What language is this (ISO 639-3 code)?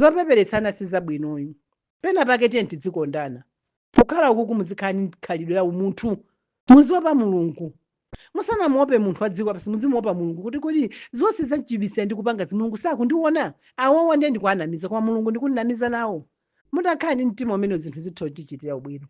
nya